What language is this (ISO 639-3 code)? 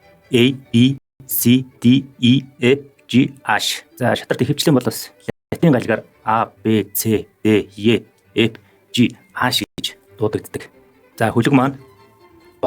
mon